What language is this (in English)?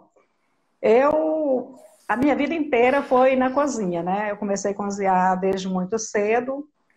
Portuguese